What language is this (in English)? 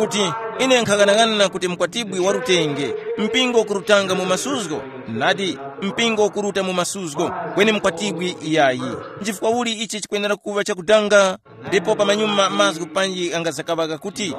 Tumbuka